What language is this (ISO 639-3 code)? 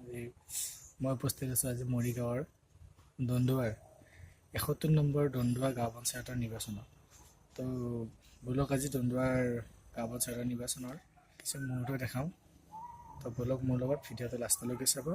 asm